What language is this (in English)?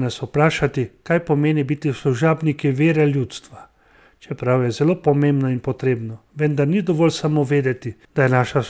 Slovenian